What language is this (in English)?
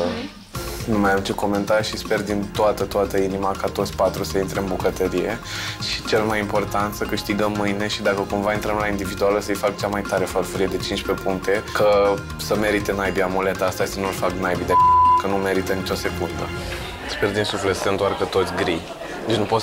Romanian